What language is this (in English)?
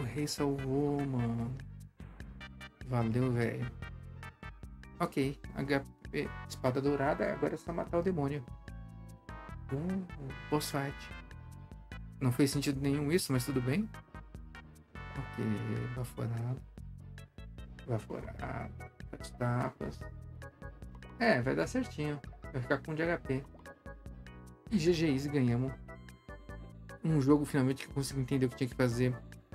Portuguese